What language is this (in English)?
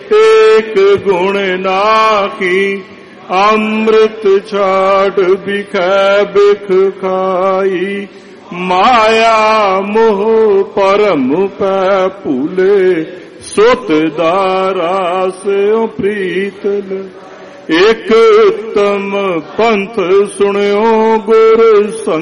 Punjabi